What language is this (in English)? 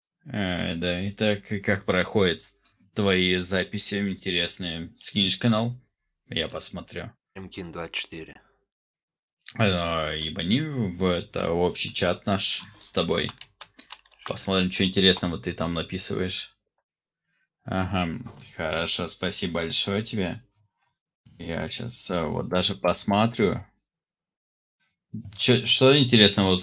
Russian